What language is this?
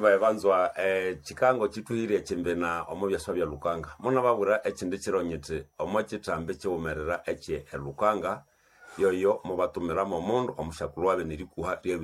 Nande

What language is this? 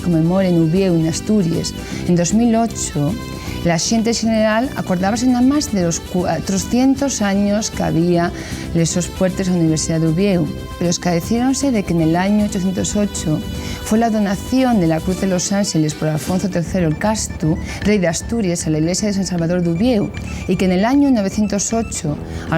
Asturian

